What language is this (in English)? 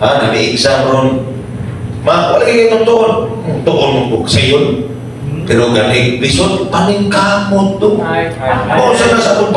Cebuano